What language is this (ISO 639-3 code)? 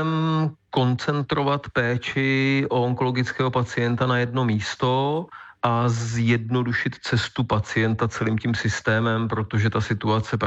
ces